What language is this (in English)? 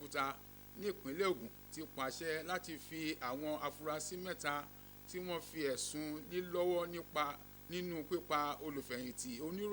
Yoruba